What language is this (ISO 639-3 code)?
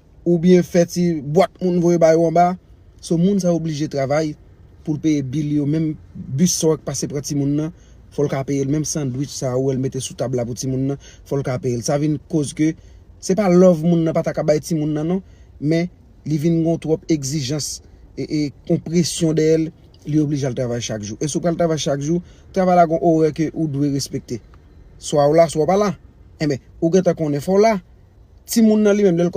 hat